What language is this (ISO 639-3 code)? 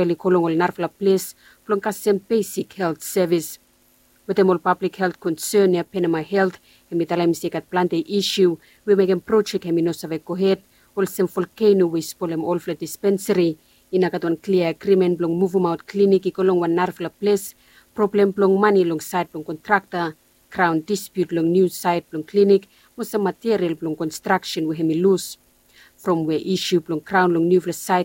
bis